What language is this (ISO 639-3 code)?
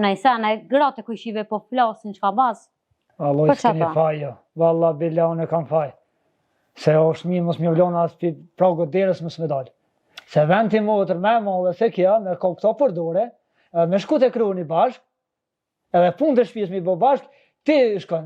sqi